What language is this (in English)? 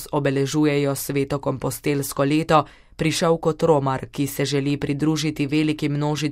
Slovenian